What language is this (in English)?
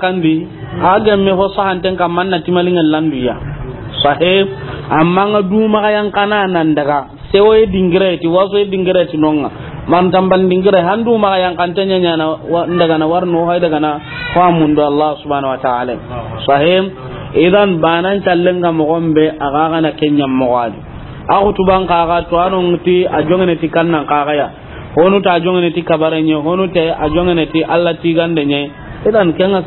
Soninke